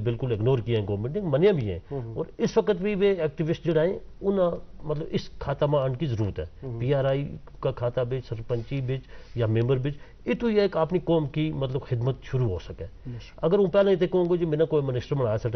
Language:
Gujari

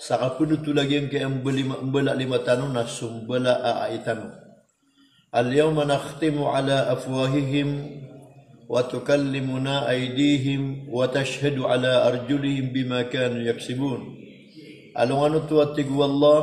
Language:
Maranao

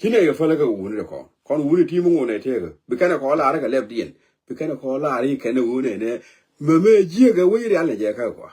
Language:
Nuer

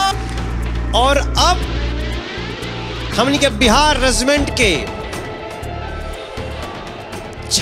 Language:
Bhojpuri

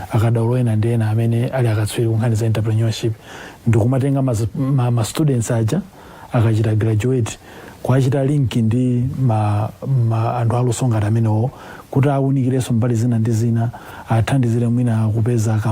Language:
Nyanja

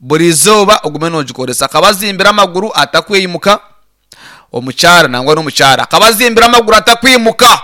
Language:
Nyankole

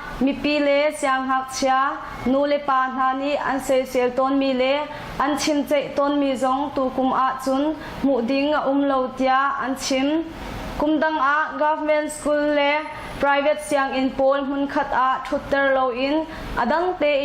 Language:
Hakha Chin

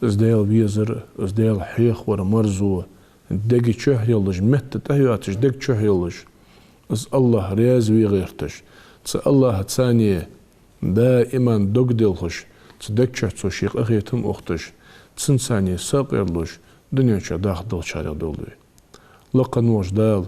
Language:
Ingush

